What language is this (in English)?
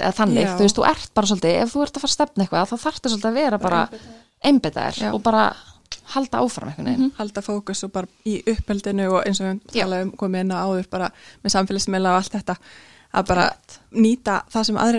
Icelandic